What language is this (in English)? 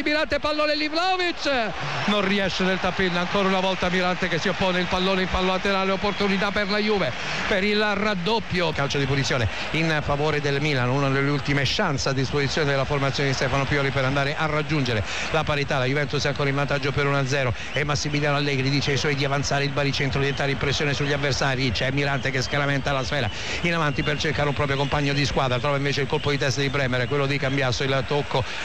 Italian